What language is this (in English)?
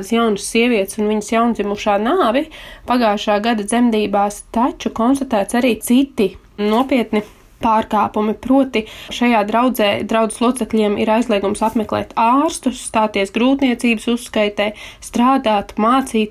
Latvian